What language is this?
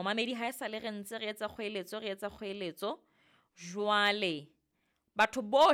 Southern Sotho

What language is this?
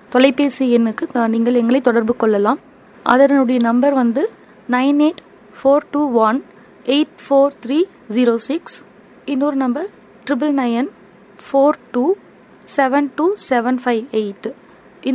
Tamil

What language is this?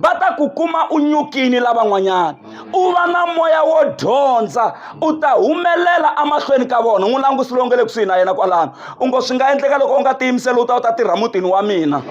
Tsonga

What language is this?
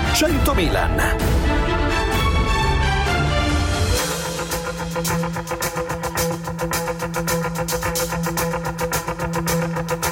Italian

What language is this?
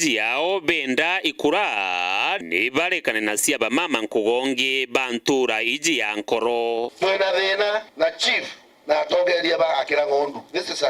Meru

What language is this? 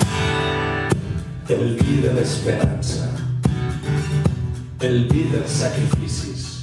Catalan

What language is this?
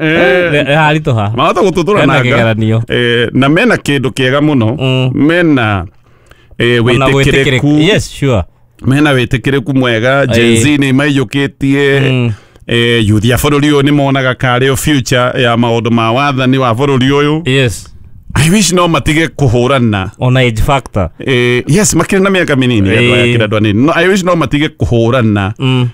Kikuyu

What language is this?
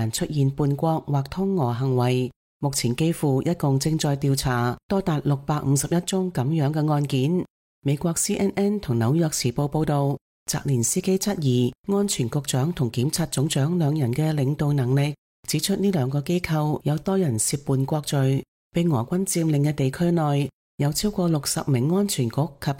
Cantonese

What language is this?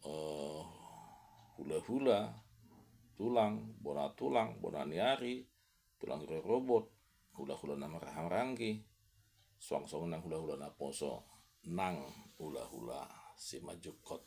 Batak Toba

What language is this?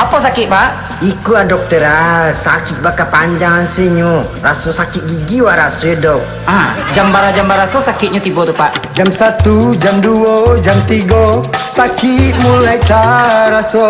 Minangkabau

